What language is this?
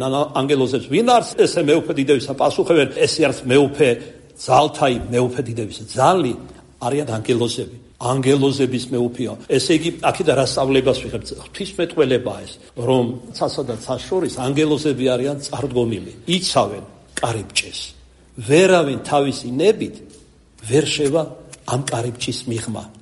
Georgian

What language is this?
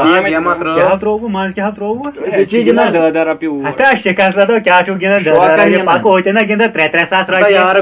Kashmiri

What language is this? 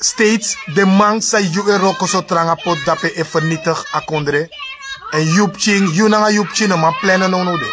Sranan Tongo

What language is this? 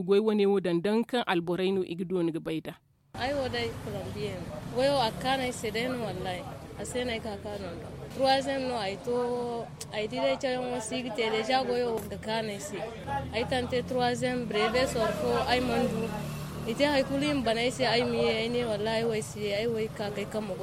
Zarma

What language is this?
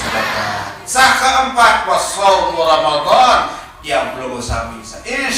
Sasak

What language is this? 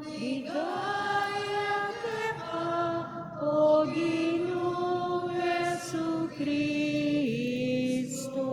Pampanga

